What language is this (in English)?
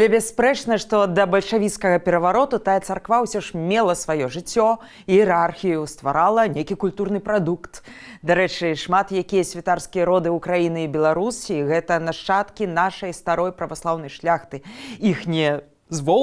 Belarusian